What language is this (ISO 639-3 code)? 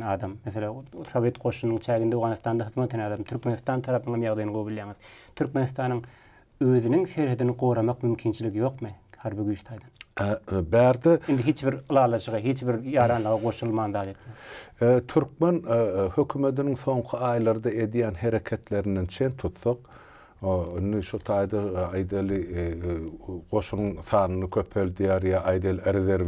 tuk